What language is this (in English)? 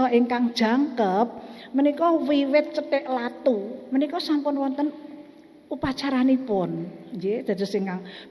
Javanese